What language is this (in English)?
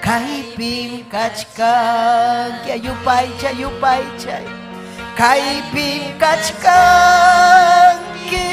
Ayacucho Quechua